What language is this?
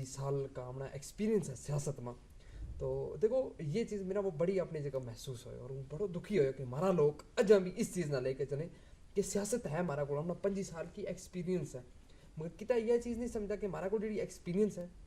Gujari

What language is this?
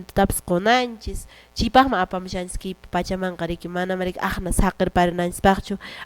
Quechua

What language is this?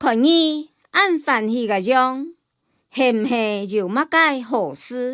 Hakka Chinese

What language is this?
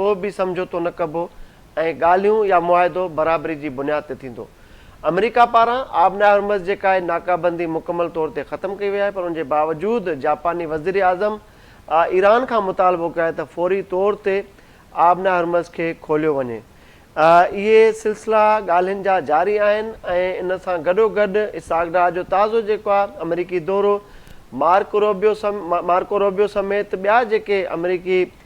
Sindhi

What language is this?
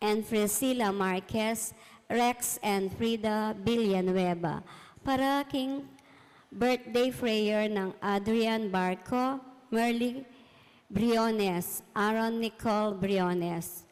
Pampanga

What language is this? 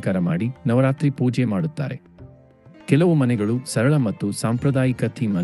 Kannada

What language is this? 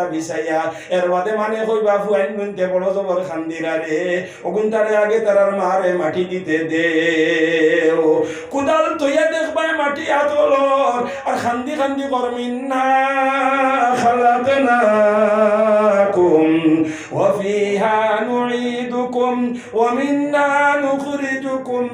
Sylheti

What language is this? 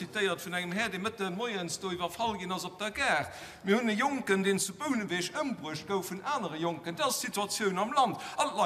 Luxembourgish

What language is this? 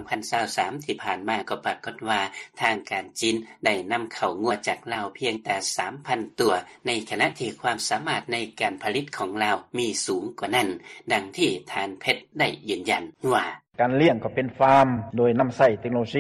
Lao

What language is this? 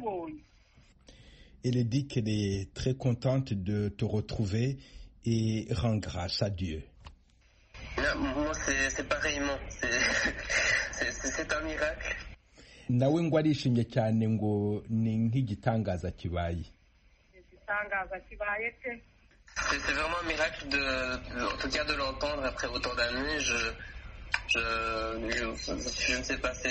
Kinyarwanda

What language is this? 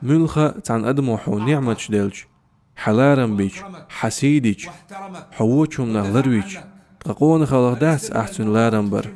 Chechen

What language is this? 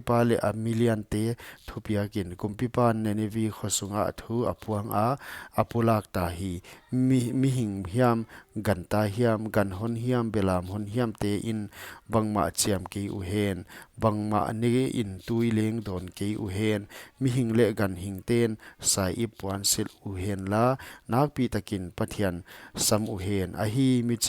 Paite Chin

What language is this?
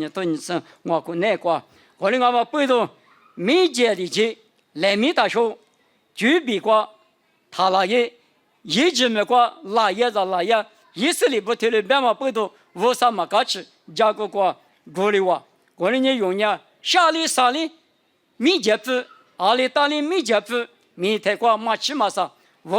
Lisu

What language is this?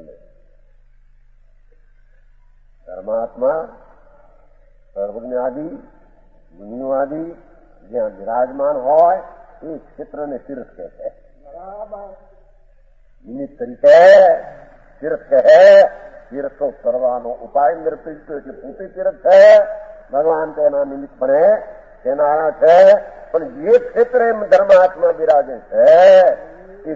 Gujarati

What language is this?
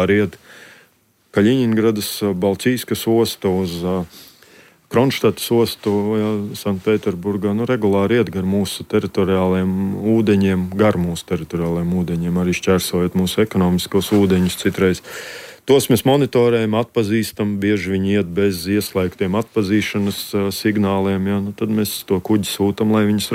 Latvian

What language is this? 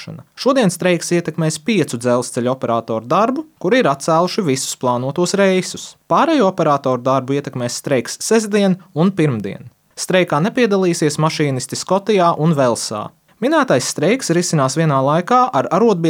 Latvian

